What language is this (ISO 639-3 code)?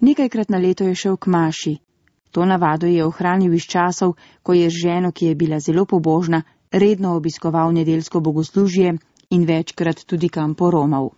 slv